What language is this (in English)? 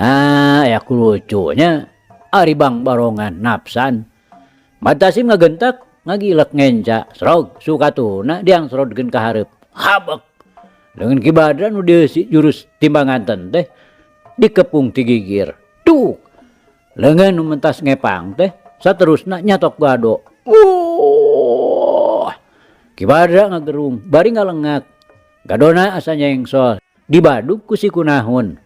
Sundanese